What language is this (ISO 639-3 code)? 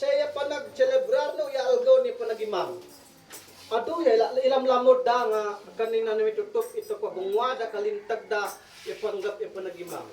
isd